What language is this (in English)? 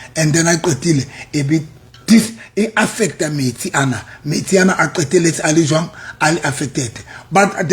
Southern Sotho